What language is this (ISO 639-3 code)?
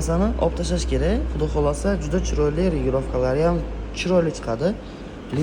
uzb